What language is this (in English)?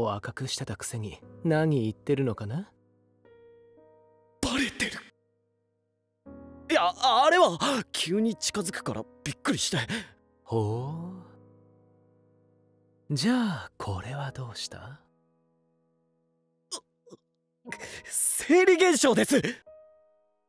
Japanese